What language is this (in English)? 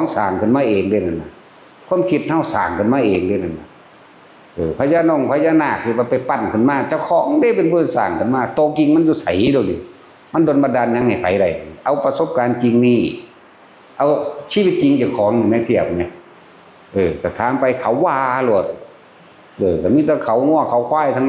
Northeastern Thai